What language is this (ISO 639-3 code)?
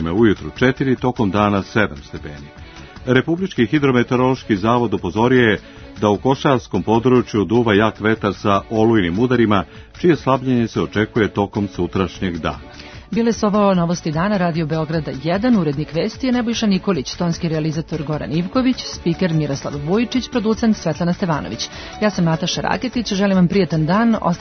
srp